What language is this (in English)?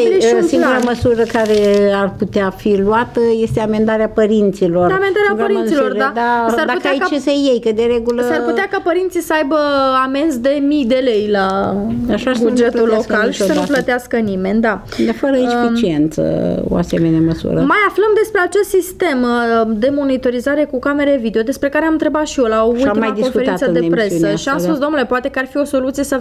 Romanian